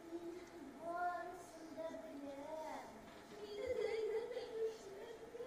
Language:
Tatar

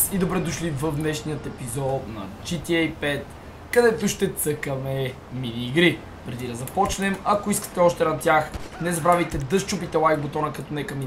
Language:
Bulgarian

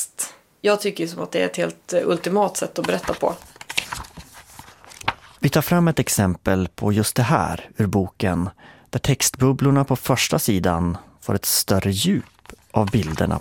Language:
Swedish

